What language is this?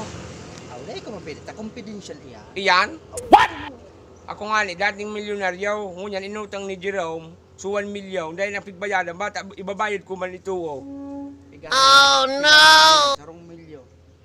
Bikol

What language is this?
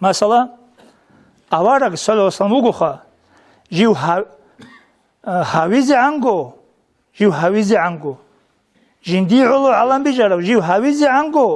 Avaric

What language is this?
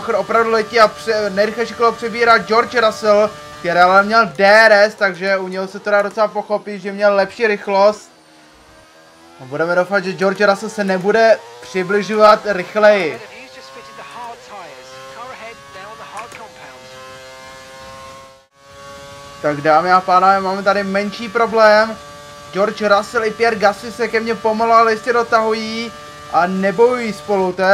Czech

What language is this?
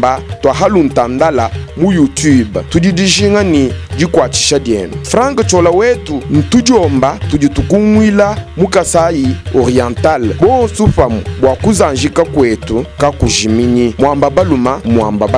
Luba-Lulua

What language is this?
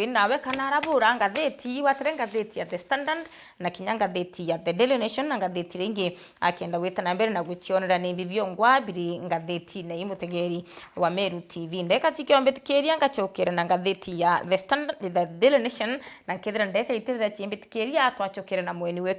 Meru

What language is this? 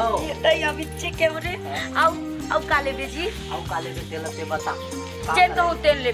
Chhattisgarhi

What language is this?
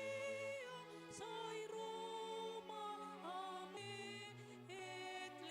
Batak Toba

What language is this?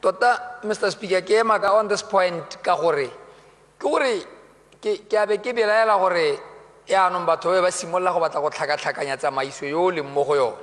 Tswana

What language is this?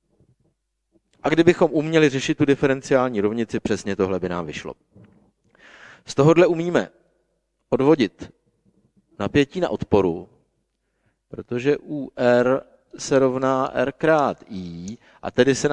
Czech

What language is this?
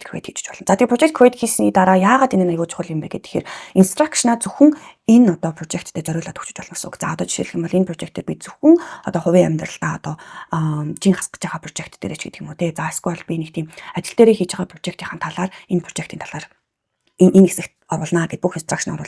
Mongolian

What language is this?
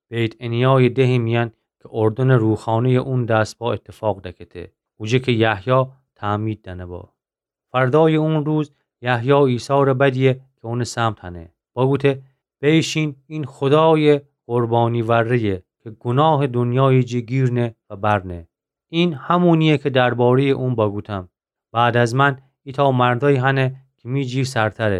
Gilaki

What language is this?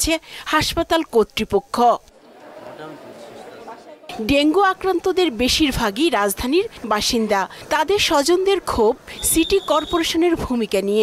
Bangla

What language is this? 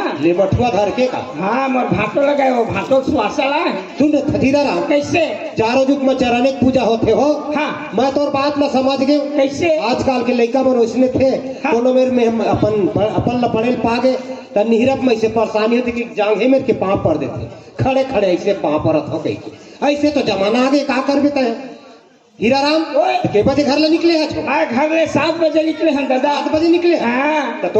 Chhattisgarhi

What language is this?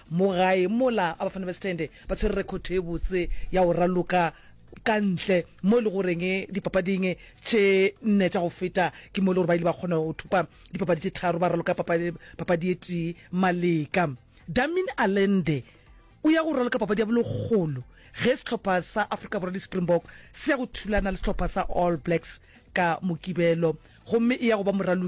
Northern Sotho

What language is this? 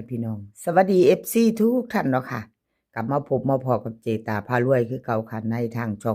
Northeastern Thai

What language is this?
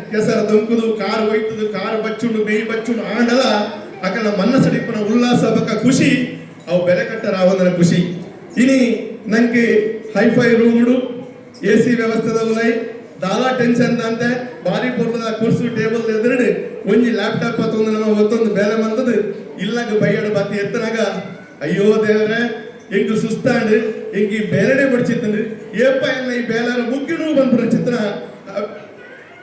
Tulu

